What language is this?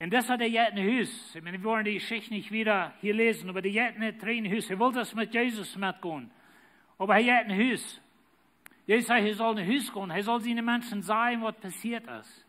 Plautdietsch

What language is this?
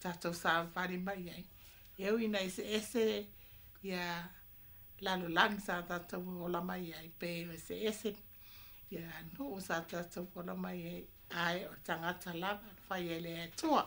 Samoan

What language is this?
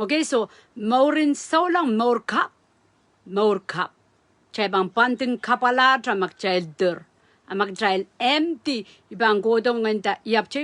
Pohnpeian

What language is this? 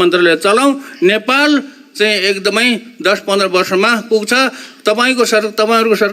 Nepali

